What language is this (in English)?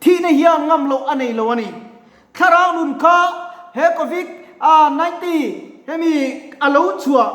Mizo